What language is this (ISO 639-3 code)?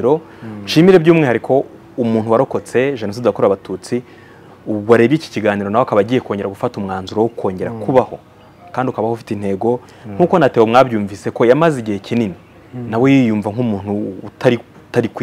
kin